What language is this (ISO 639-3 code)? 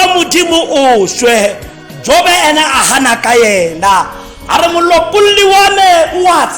tsn